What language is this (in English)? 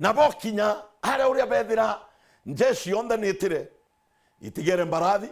Meru